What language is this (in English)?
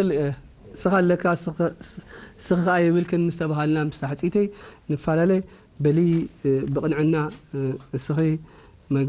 Tigrinya